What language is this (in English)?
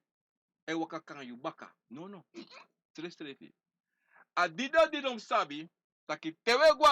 Sranan Tongo